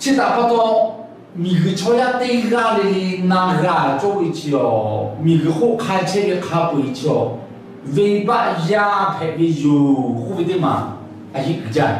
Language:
Lahu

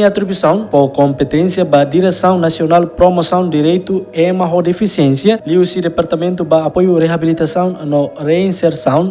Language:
Tetum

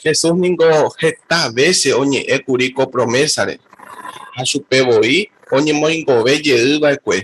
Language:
Guarani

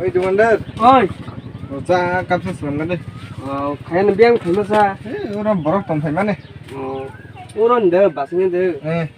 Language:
Kok Borok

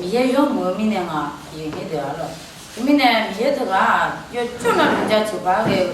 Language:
Akha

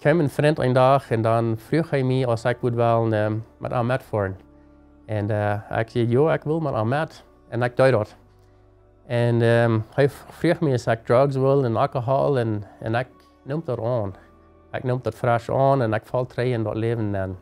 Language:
Plautdietsch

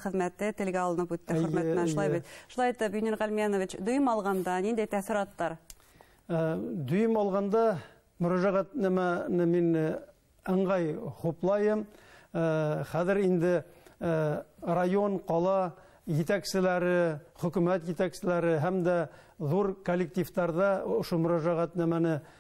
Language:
Bashkir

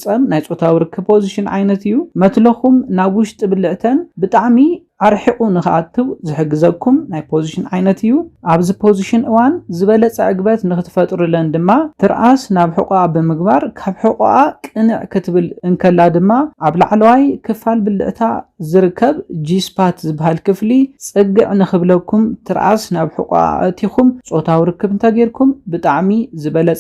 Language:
Tigrinya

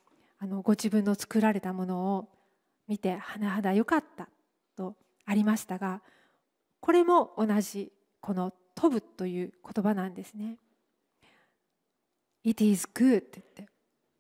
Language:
Japanese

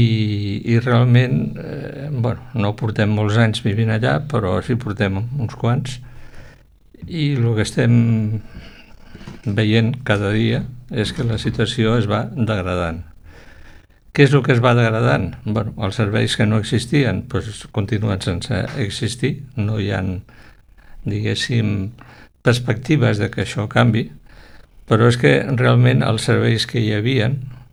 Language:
Catalan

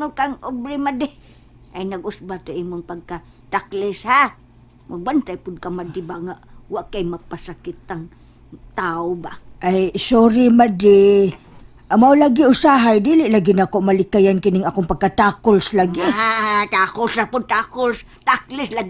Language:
Cebuano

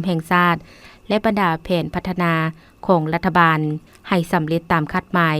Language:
Lao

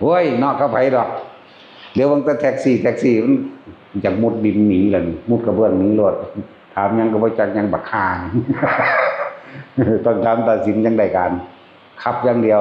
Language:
Northeastern Thai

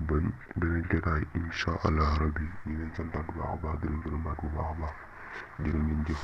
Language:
Wolof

